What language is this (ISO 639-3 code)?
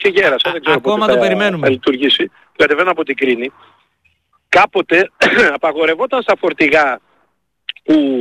ell